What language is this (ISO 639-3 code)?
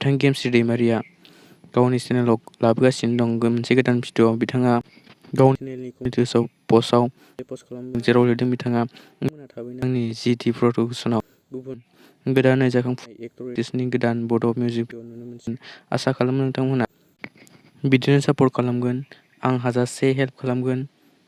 brx